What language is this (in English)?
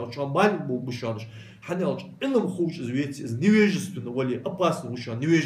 Ingush